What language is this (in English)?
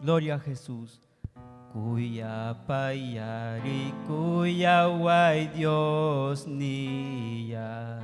Ayacucho Quechua